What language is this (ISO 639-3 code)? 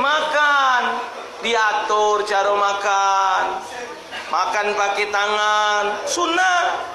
mui